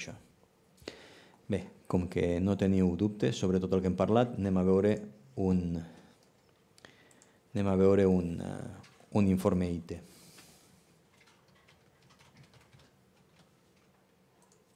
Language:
Catalan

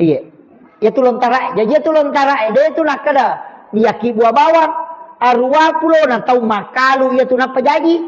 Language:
Buginese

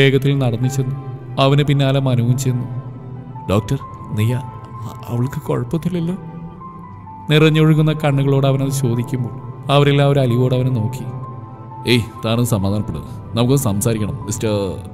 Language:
Malayalam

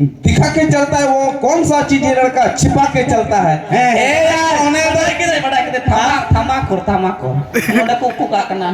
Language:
Santali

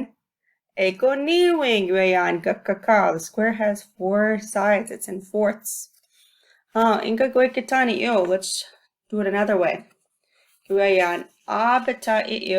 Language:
Chippewa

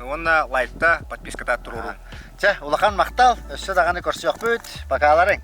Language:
Yakut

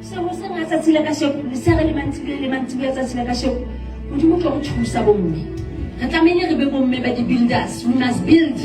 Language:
Southern Sotho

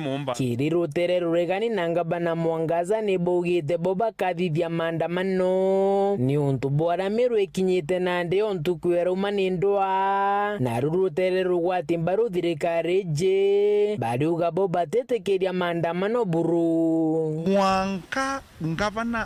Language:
Meru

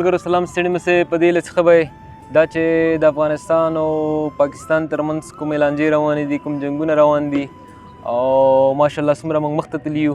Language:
Pashto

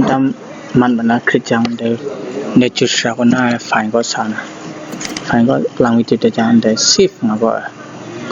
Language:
Kachin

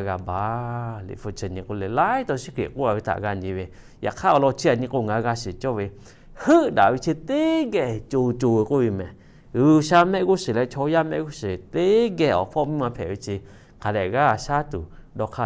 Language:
Lahu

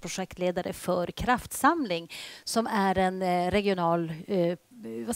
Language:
Swedish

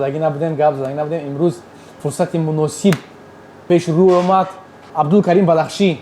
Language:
Tajik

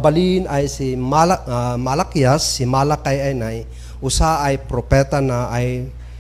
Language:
Kankanaey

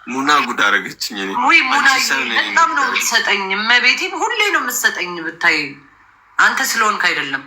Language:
Amharic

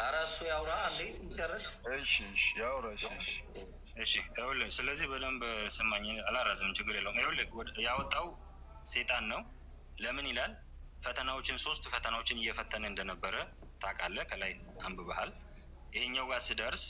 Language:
Amharic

